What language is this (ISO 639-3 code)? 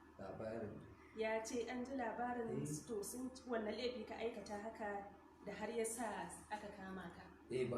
hau